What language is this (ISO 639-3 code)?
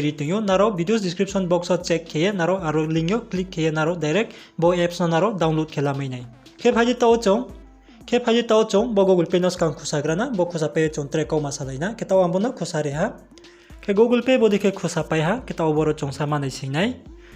ria